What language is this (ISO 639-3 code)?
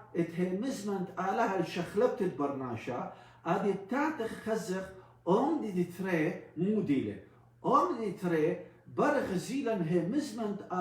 aii